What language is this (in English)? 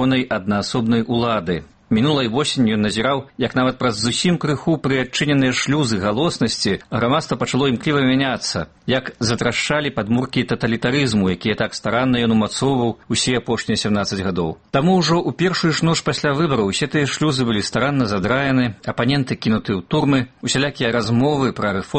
Belarusian